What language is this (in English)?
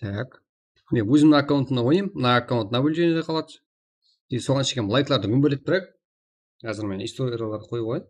Kara-Kalpak